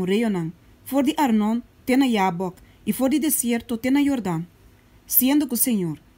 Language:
Papiamento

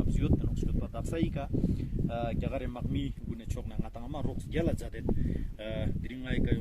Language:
Ladakhi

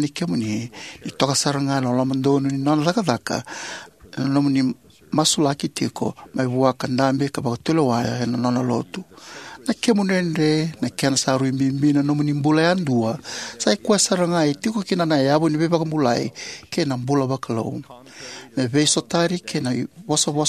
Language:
Fijian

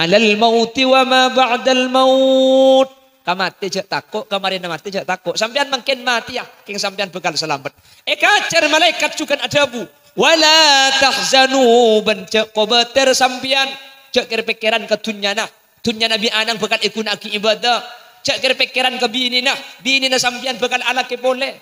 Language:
Madurese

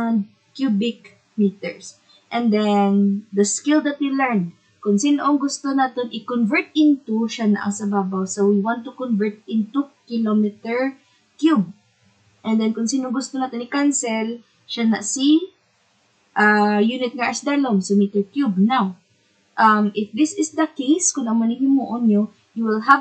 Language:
Hiligaynon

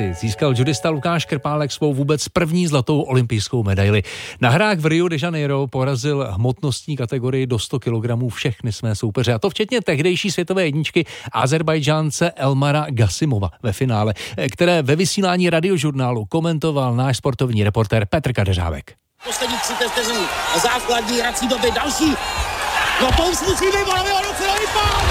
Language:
Czech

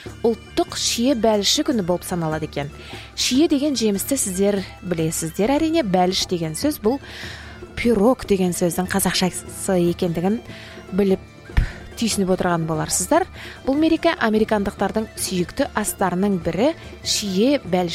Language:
Kazakh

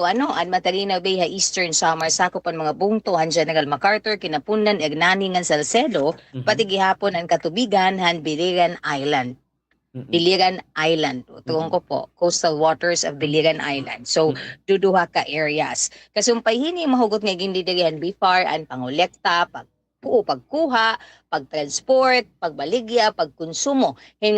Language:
Waray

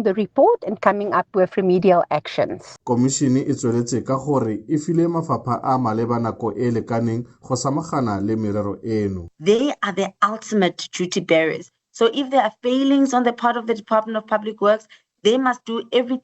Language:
Tswana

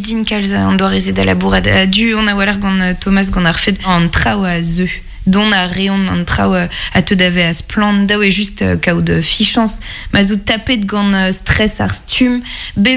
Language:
Breton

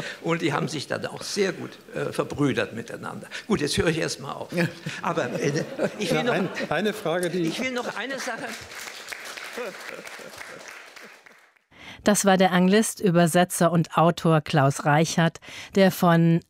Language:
German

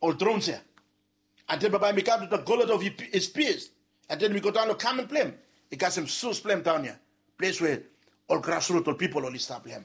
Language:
Bislama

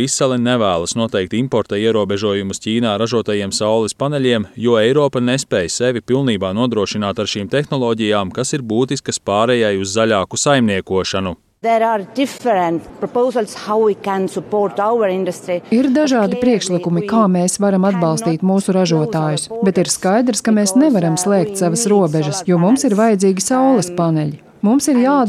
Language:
Latvian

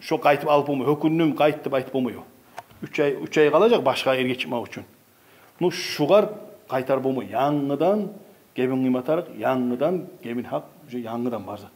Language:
Kumyk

